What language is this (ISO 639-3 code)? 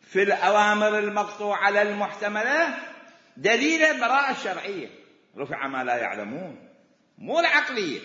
acm